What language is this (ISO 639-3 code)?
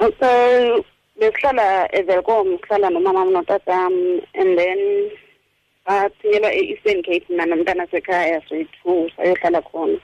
xho